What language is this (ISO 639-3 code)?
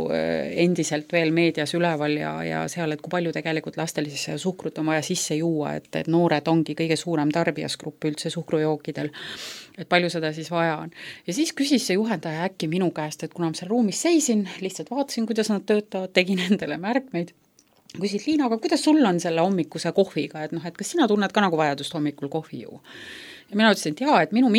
est